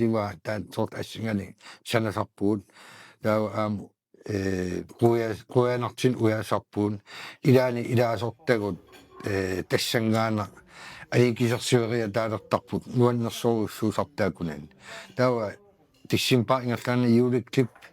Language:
Kalaallisut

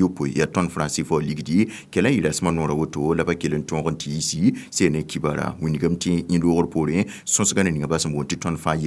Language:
Mossi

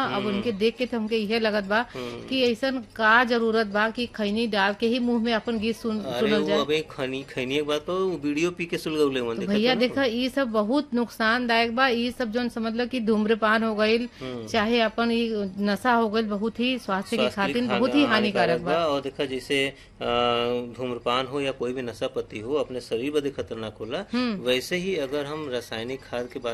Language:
Bhojpuri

